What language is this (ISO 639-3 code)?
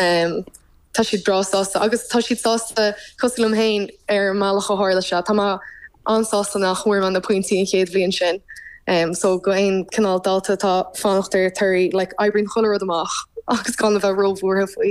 gle